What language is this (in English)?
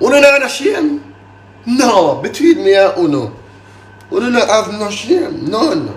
Jamaican Creole English